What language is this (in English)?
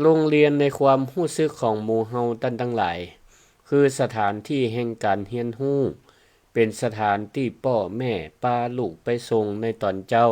Northern Thai